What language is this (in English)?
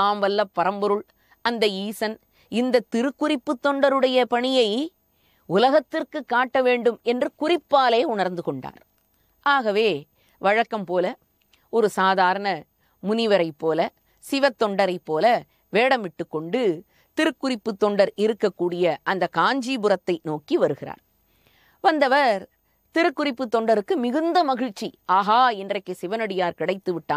Tamil